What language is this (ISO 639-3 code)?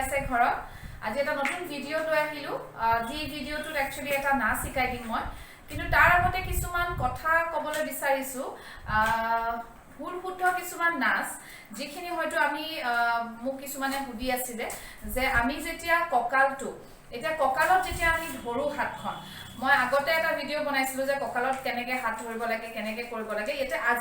asm